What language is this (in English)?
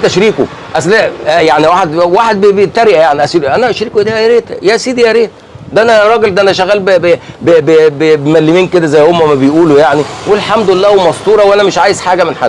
Egyptian Arabic